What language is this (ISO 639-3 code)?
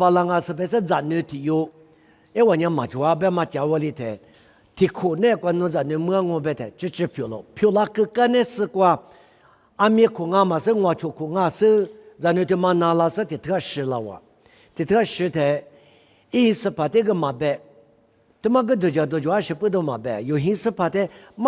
lis